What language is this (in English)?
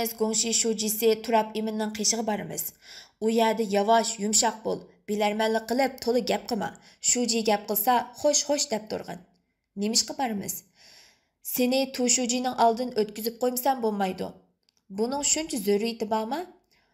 Uyghur